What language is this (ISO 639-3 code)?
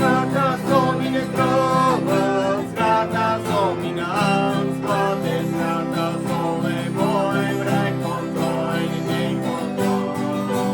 pdt